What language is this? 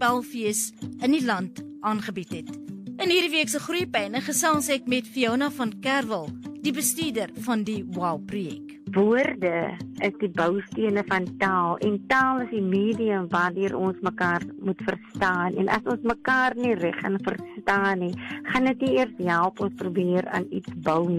Afrikaans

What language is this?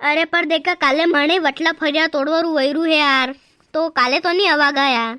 Rajasthani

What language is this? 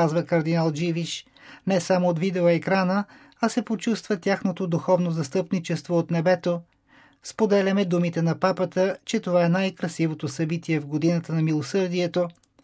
Bulgarian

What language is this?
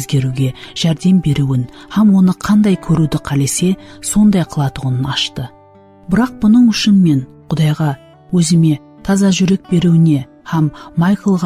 Kara-Kalpak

